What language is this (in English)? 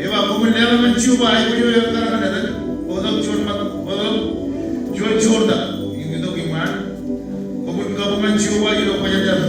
Marshallese